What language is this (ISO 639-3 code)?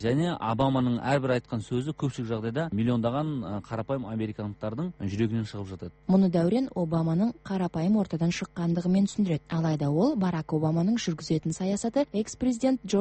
kaz